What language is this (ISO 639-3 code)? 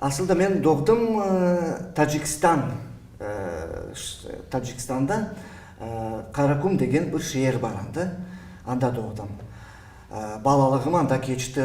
crh